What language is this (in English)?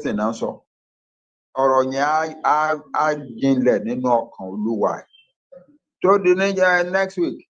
Yoruba